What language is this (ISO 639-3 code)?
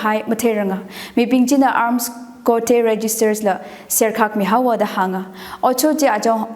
nmf